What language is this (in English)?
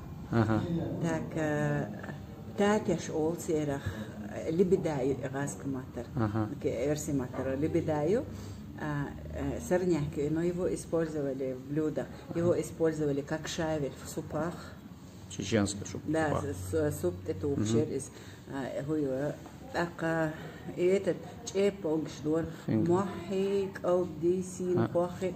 Chechen